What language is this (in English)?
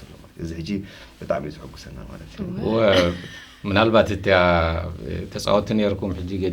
Tigrinya